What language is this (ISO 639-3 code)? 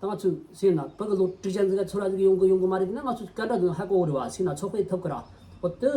bod